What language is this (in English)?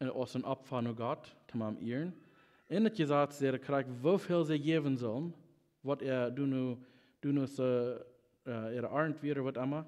Plautdietsch